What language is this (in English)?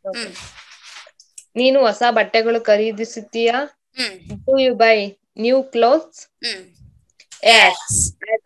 Kannada